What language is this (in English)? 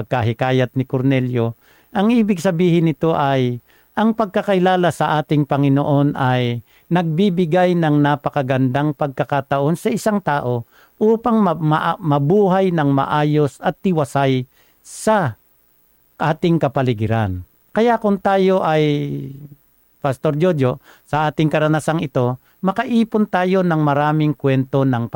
Filipino